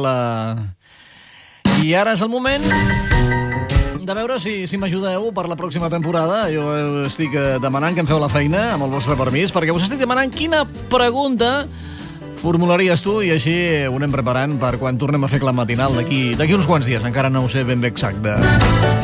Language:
Catalan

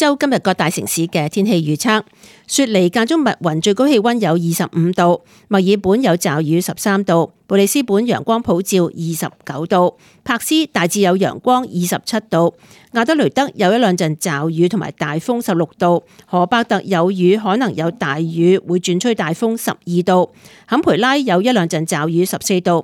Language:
Cantonese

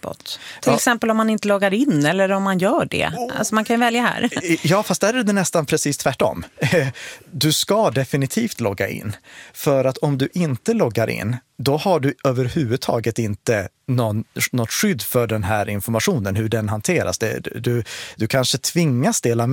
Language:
Swedish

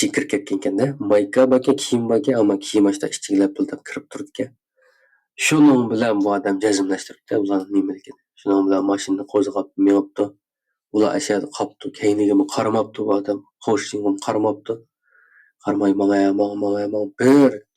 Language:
Uyghur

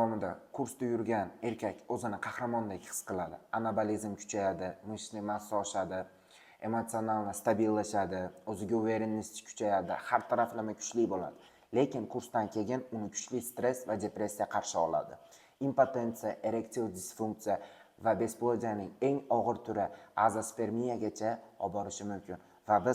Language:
Uzbek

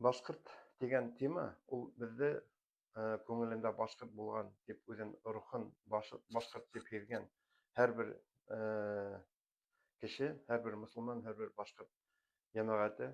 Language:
Bashkir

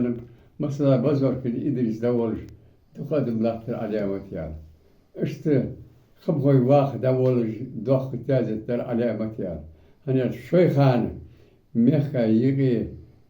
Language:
Ingush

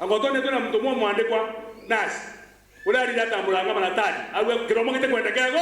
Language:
Meru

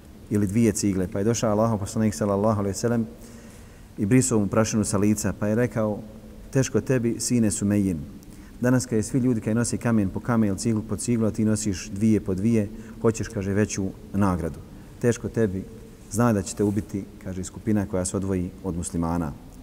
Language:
Bosnian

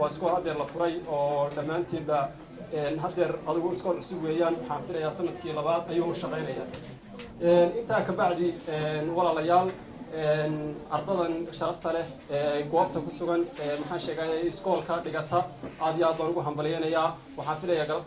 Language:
Somali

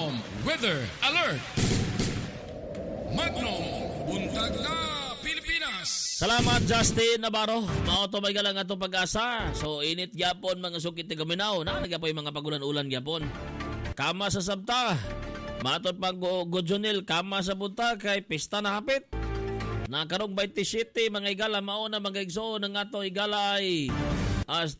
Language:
Cebuano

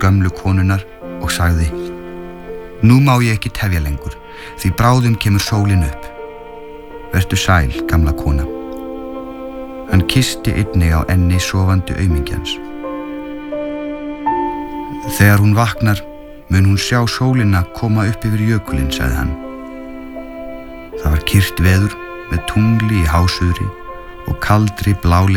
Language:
Icelandic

